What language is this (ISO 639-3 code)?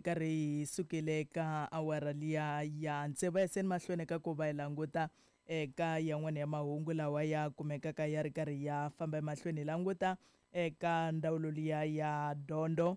tso